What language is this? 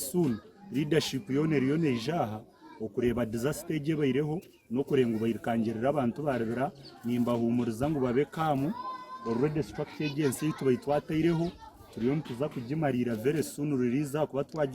Nyankole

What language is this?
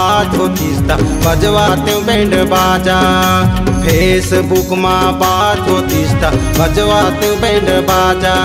Chhattisgarhi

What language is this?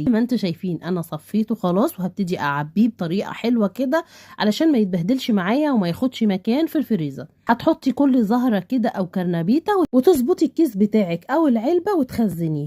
Egyptian Arabic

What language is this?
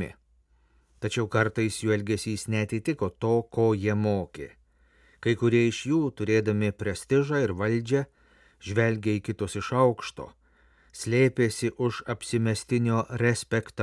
Lithuanian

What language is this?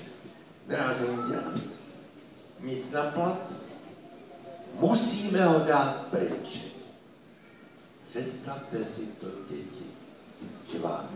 Czech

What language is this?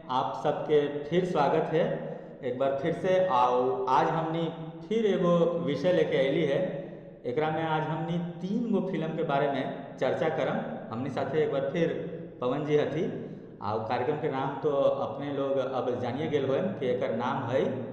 Magahi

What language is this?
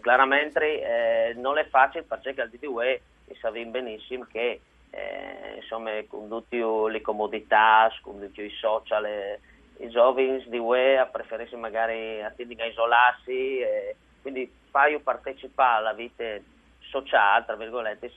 Friulian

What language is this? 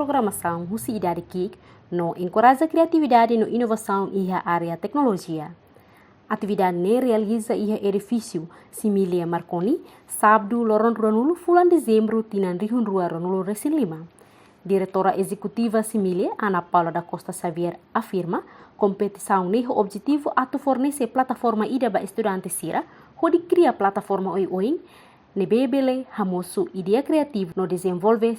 Tetum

